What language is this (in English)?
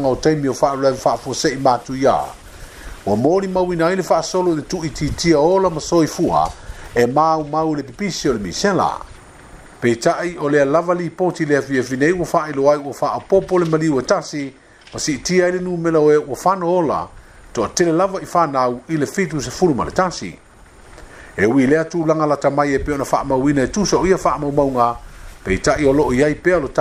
Samoan